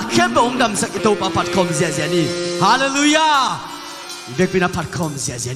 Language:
Tedim Chin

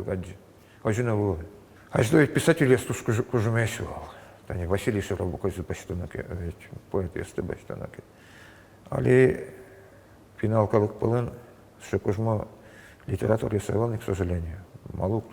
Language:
Udmurt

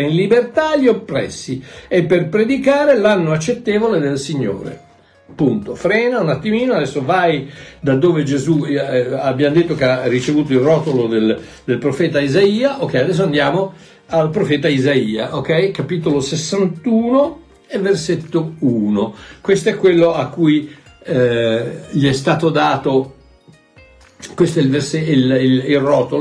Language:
Italian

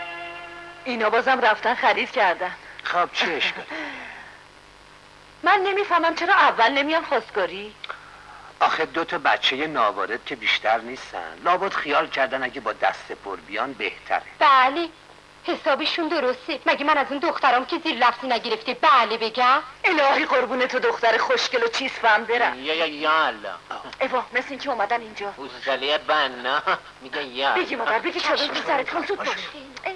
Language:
Persian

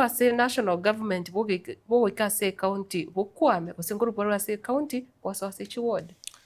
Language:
Gusii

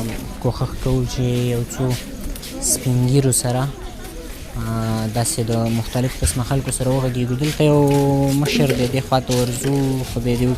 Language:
Pashto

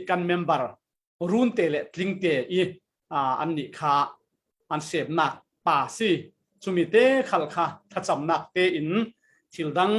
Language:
Falam Chin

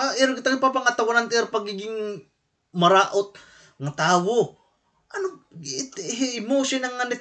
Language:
Waray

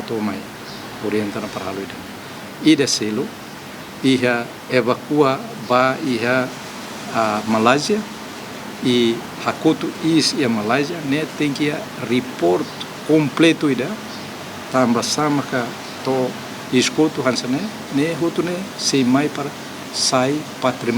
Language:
Tetum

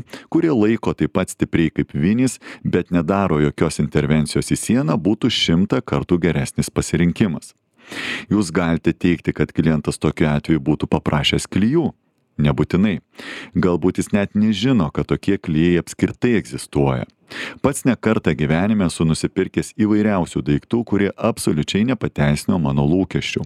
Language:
Lithuanian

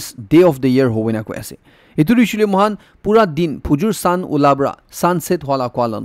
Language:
Naga Pidgin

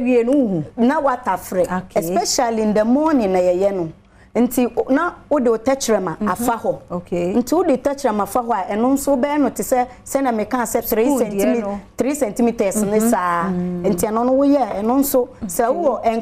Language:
Akan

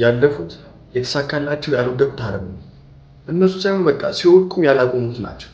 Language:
Amharic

